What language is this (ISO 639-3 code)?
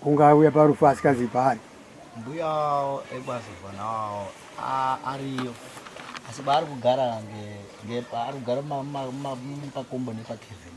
sna